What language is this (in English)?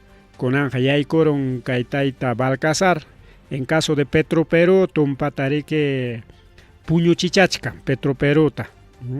Ayacucho Quechua